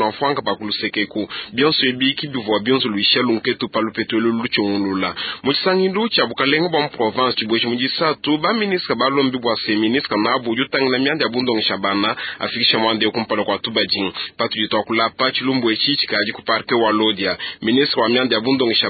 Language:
Luba-Lulua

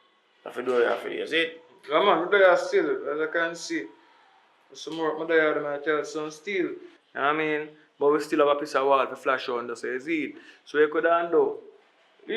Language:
Jamaican Creole English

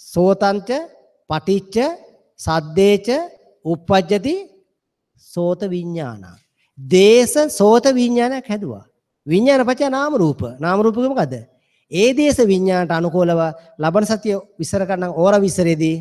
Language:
Sinhala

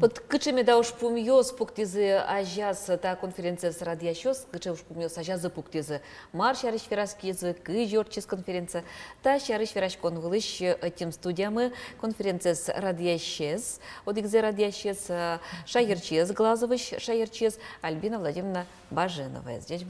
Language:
Udmurt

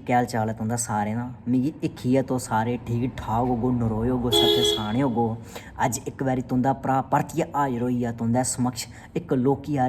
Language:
Dogri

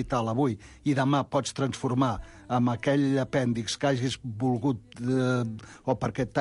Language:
Catalan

